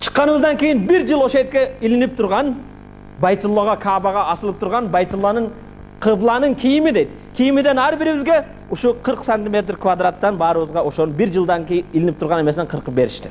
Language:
Kyrgyz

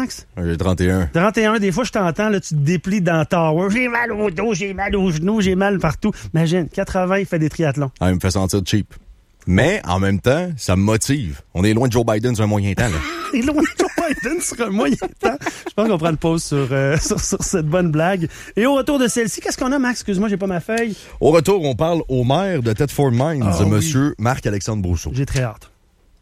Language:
French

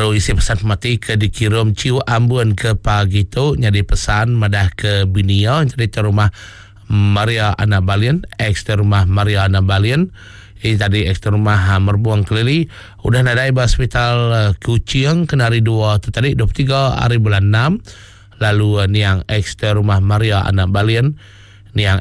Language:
Iban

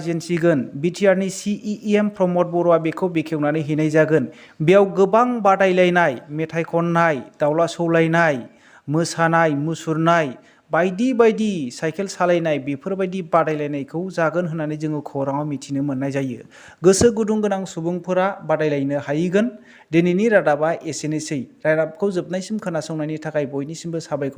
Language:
Bodo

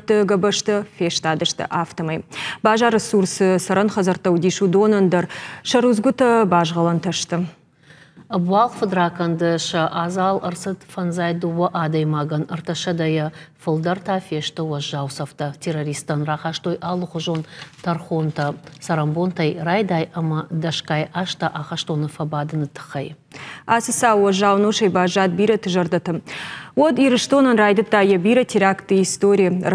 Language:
Ossetic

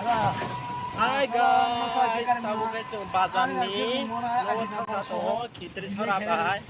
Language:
Kok Borok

